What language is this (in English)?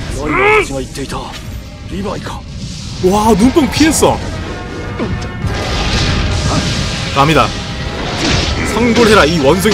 Korean